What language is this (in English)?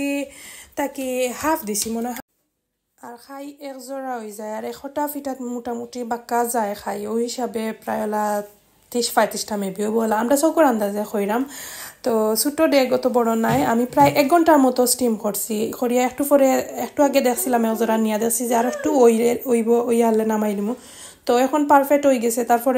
Sylheti